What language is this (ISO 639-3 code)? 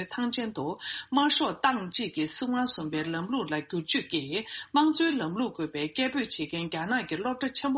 bod